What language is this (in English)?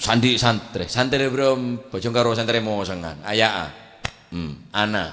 Madurese